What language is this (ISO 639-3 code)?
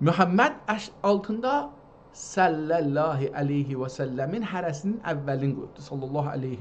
azb